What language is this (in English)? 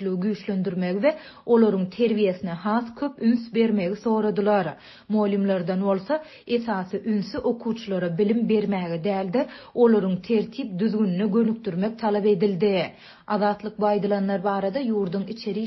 Turkmen